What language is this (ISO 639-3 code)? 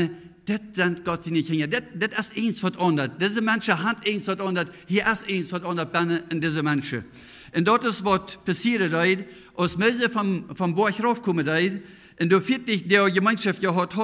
pdt